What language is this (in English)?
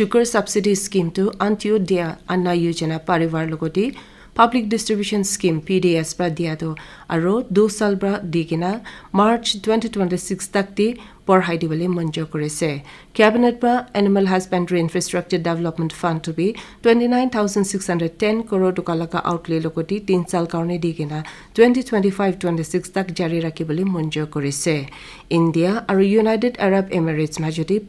Naga Pidgin